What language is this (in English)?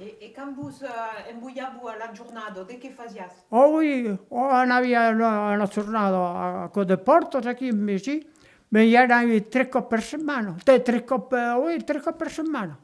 Occitan